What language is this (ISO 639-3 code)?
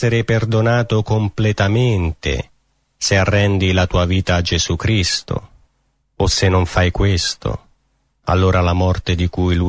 ita